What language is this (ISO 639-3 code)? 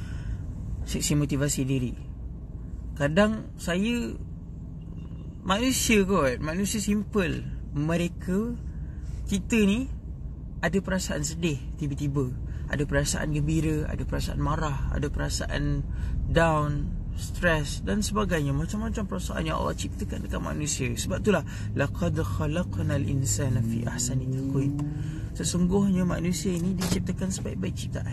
msa